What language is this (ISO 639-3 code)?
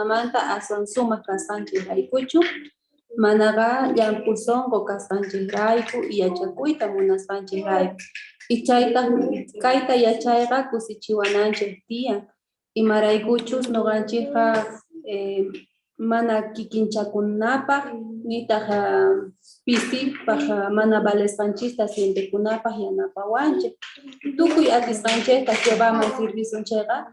quh